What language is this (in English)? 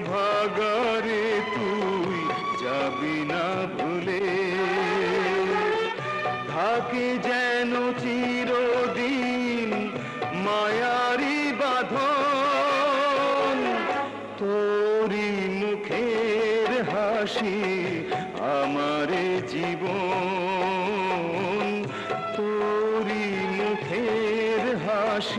Bangla